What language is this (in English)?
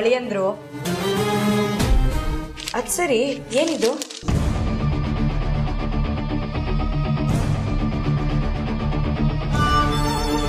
Kannada